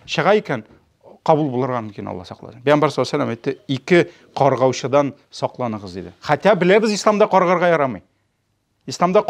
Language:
Tatar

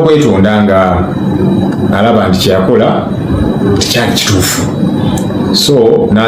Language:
Ganda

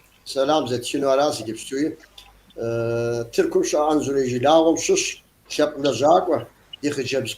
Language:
Kabardian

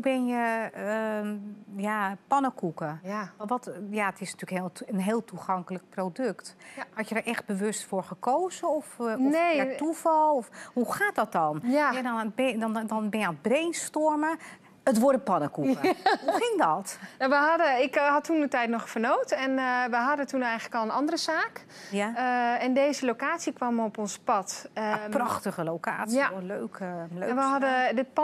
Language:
Dutch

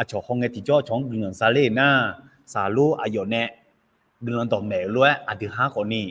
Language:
Akha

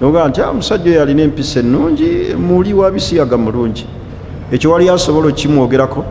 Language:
Ganda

